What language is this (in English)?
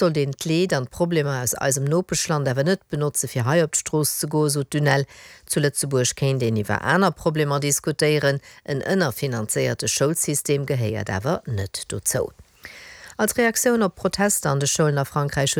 Luxembourgish